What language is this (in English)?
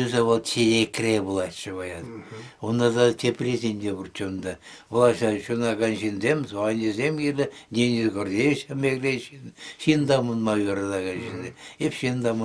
Chuvash